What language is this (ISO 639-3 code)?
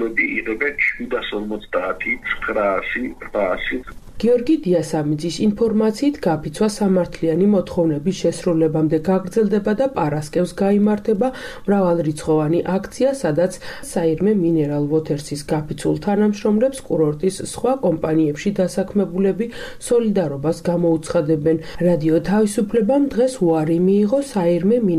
kat